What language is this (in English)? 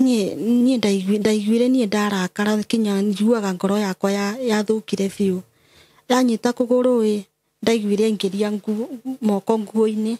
Kikuyu